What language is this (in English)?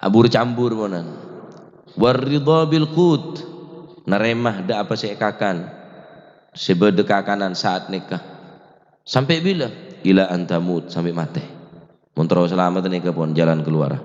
Madurese